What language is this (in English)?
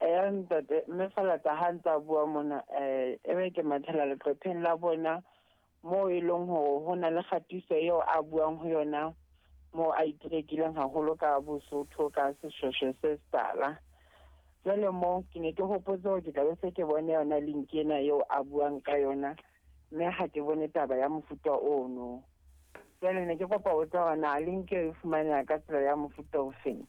Southern Sotho